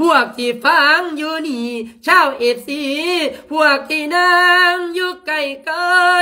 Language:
Lao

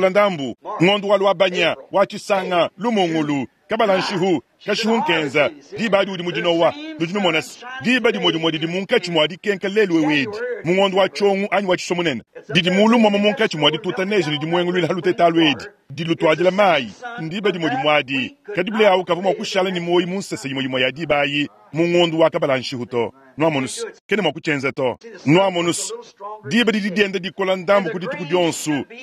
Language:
Luba-Lulua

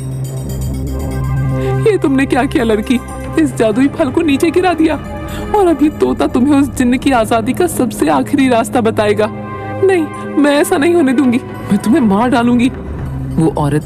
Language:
Hindi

